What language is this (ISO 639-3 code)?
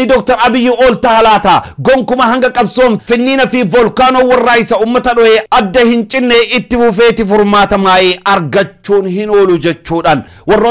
orm